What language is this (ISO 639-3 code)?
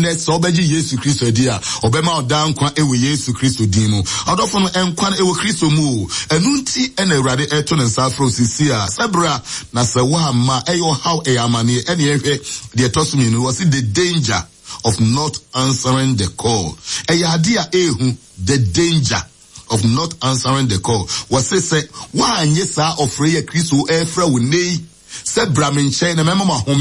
aka